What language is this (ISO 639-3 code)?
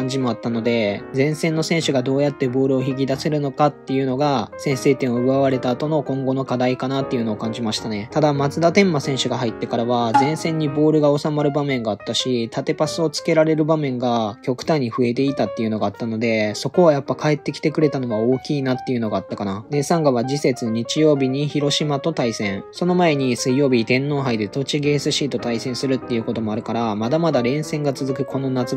jpn